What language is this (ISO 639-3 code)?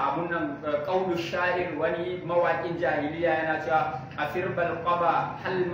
hau